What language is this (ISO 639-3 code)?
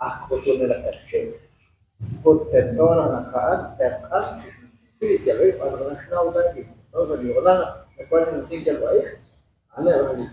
kek